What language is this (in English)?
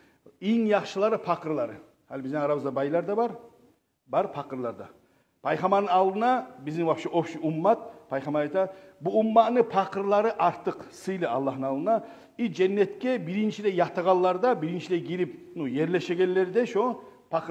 Kumyk